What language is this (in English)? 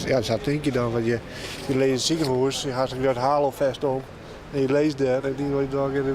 Western Frisian